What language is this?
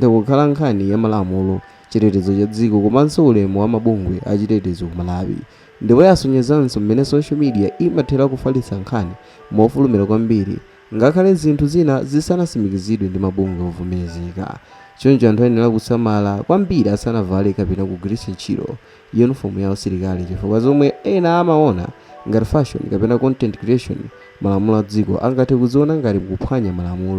Nyanja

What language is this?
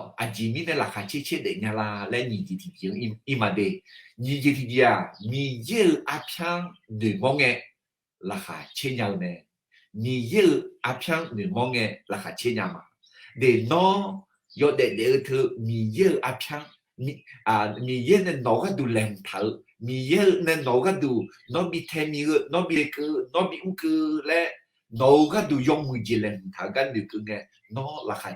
Akha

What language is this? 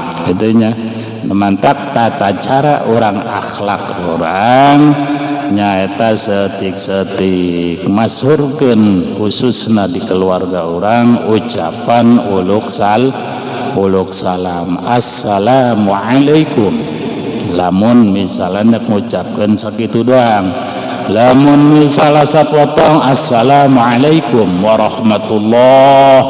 Sundanese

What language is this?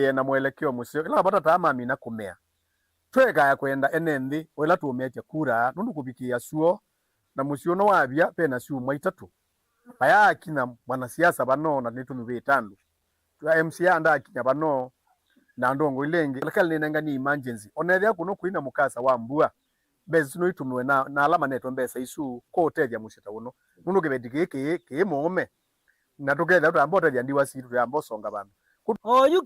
Kamba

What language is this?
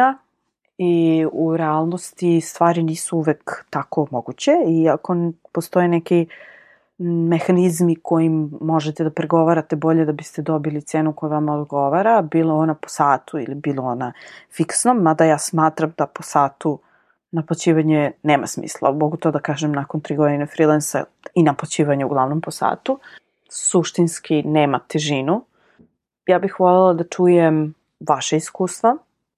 Serbian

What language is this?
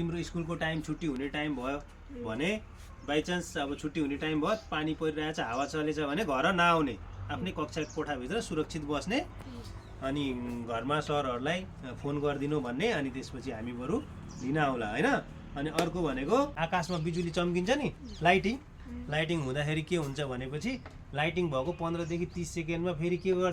Nepali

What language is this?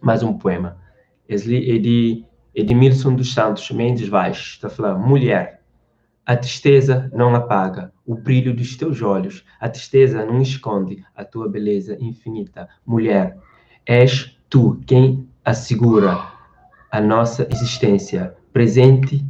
Kabuverdianu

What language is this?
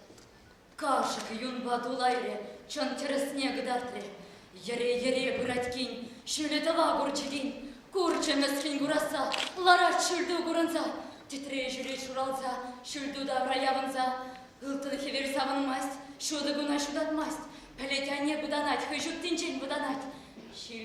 Chuvash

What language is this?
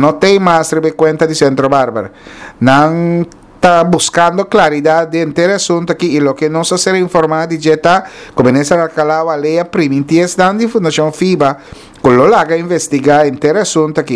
Papiamento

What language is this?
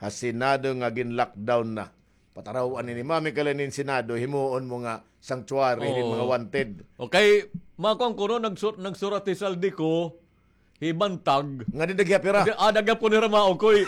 Waray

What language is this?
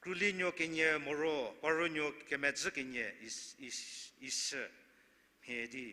Angami Naga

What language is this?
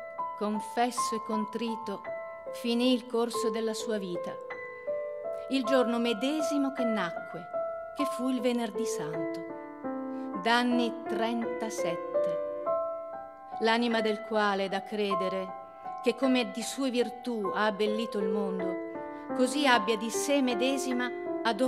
Italian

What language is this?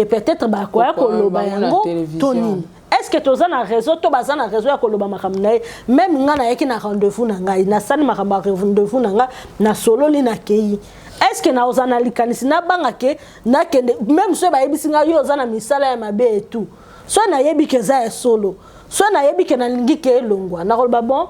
Lingala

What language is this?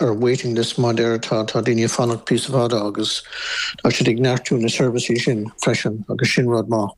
Irish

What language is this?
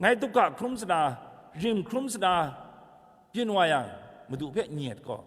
Kachin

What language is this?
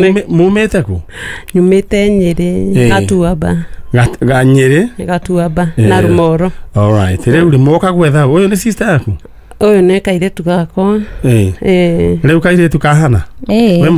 Kikuyu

